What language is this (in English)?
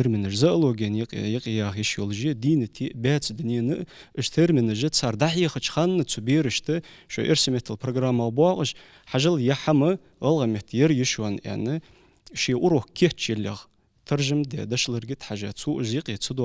Ingush